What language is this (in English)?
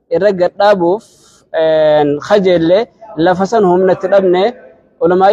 Oromo